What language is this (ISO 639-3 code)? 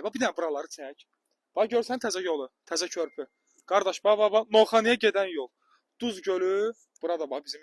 aze